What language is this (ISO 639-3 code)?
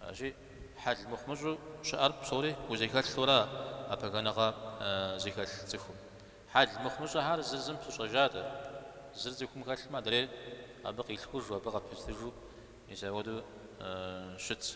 kbd